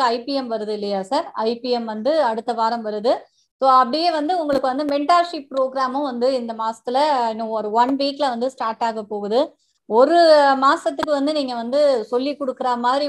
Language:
Tamil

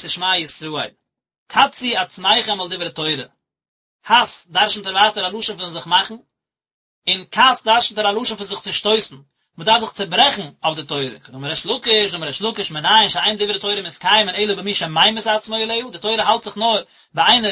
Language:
Yiddish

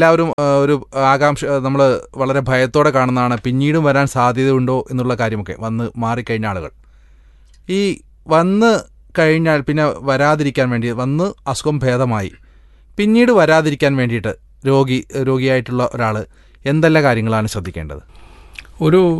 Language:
Malayalam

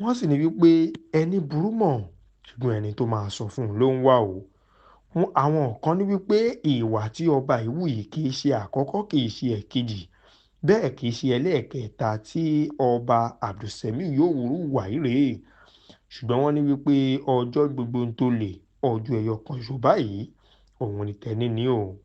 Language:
Yoruba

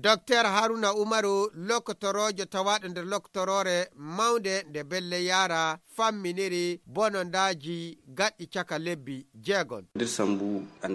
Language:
Nigerian Fulfulde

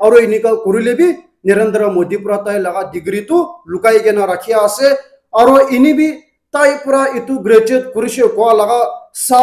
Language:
Naga Pidgin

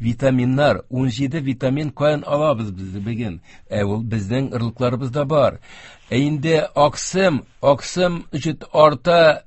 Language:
Tatar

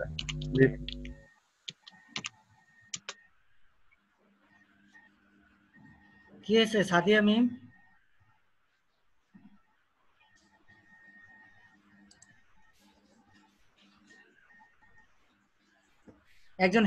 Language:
Bangla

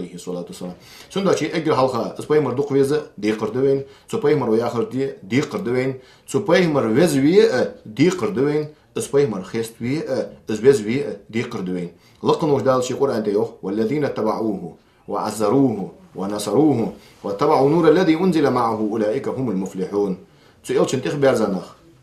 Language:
Ingush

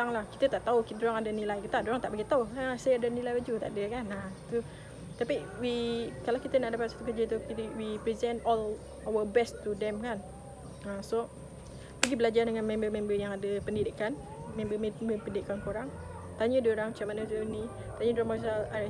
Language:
Malay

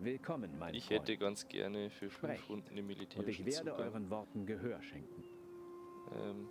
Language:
Bavarian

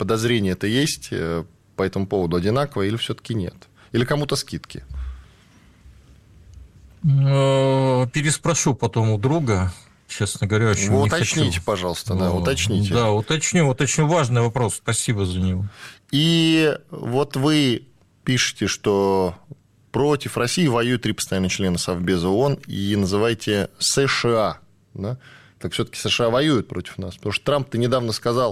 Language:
Russian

